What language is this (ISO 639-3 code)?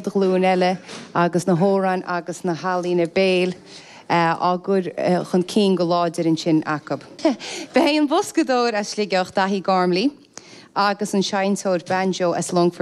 gle